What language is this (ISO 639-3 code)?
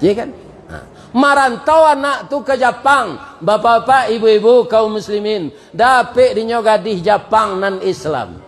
min